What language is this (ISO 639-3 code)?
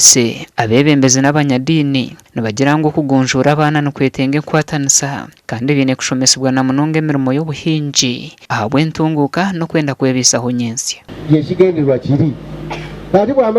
nyn